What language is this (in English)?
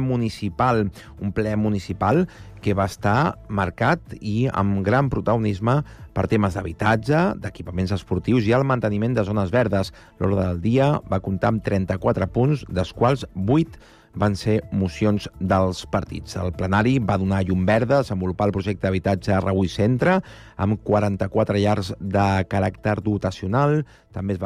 Catalan